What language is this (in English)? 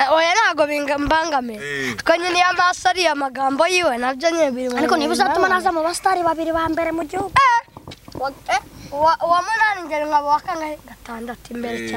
Kinyarwanda